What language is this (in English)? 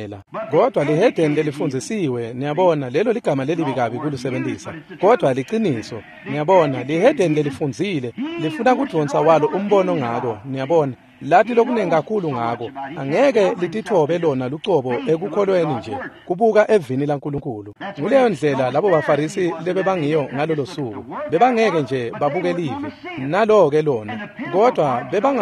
Swati